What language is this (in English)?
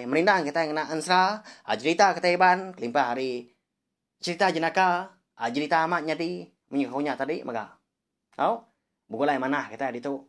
Iban